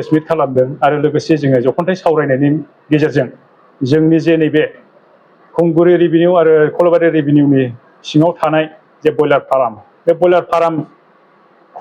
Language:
Bodo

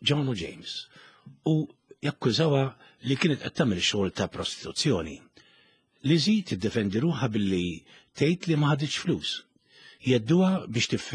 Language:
Maltese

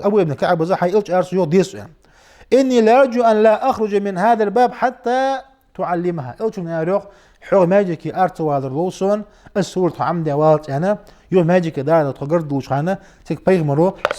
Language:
Ingush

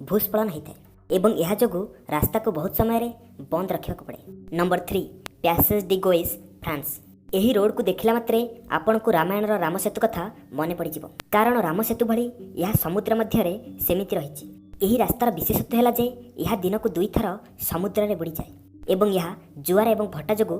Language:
Odia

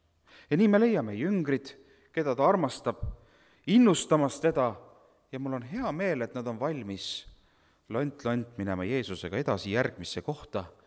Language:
Estonian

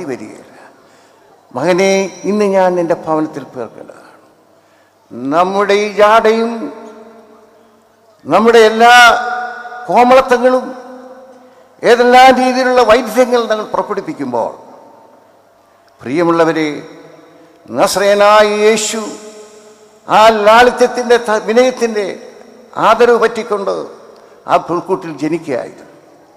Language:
Malayalam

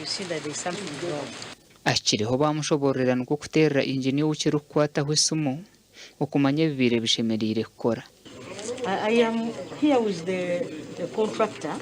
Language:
Nyankole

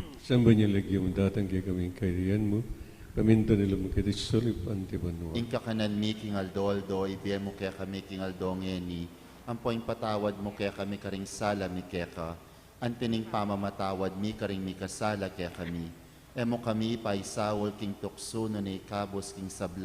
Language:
Pampanga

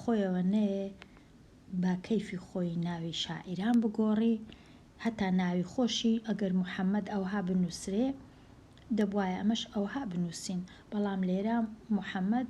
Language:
Central Kurdish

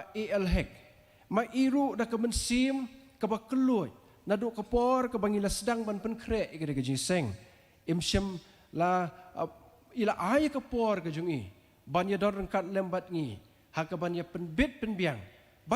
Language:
Khasi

